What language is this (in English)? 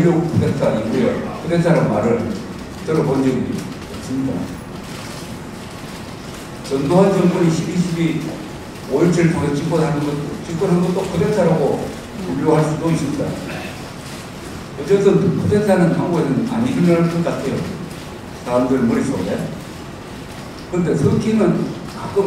Korean